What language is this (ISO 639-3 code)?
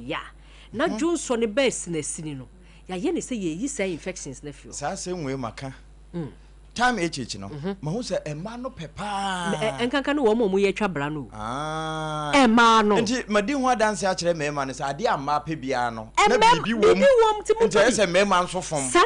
aka